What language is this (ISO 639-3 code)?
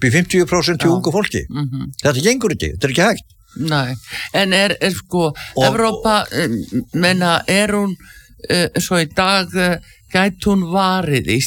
isl